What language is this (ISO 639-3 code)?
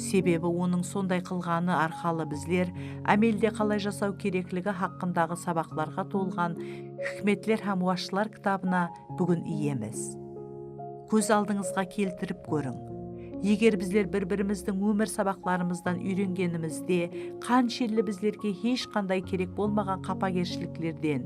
kaa